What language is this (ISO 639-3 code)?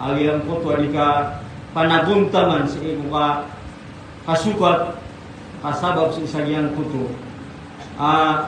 mrw